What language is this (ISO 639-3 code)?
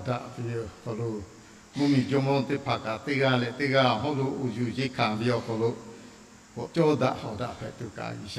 lhu